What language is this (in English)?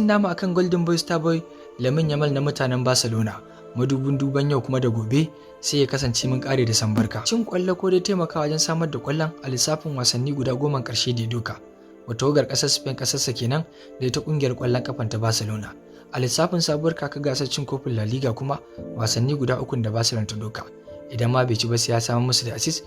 Hausa